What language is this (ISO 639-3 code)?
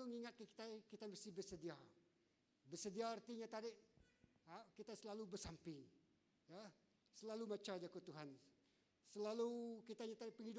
iba